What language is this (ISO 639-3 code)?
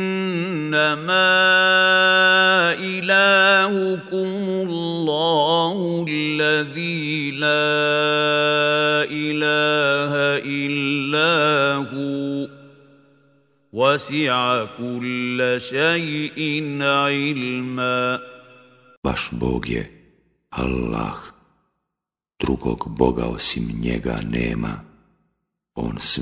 bos